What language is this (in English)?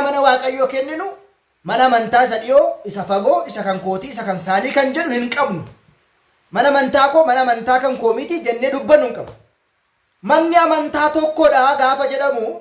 Oromo